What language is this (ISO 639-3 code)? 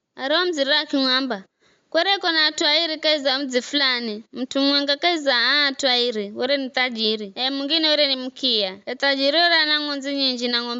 nyf